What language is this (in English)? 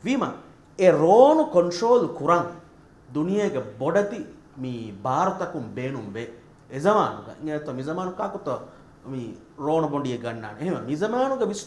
Divehi